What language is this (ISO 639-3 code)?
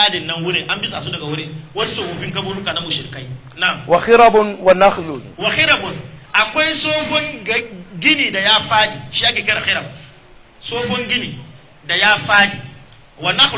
hau